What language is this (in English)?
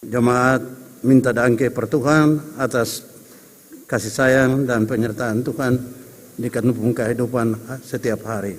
Ambonese Malay